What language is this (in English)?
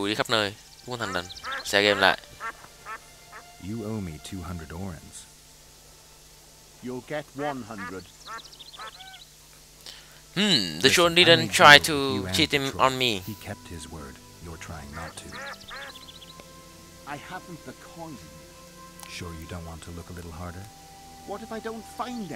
Vietnamese